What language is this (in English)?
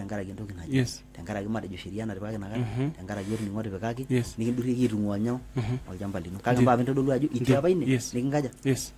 Masai